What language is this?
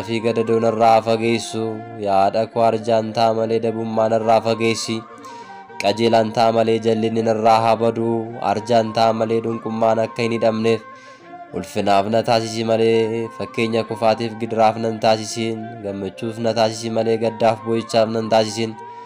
Oromo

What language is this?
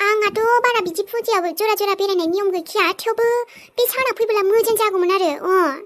Bodo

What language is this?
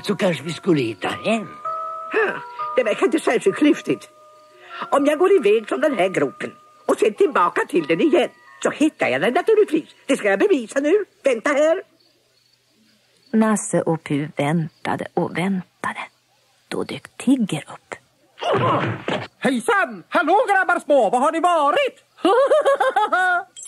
Swedish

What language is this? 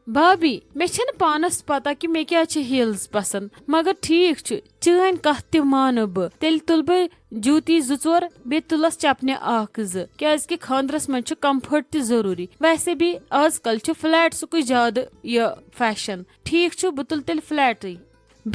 Kashmiri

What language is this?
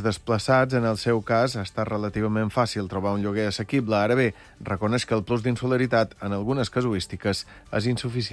Catalan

